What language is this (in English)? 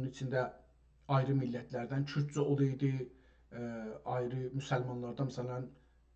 South Azerbaijani